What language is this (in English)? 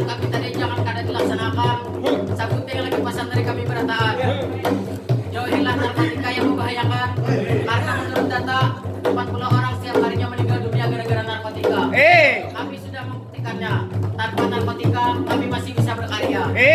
Banjar